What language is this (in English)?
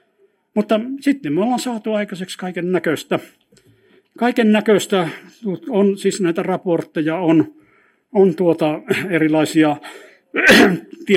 Finnish